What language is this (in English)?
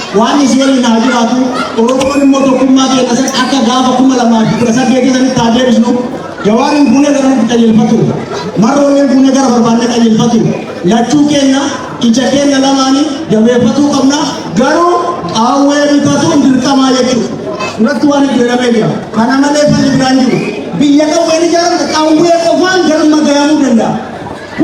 Oromo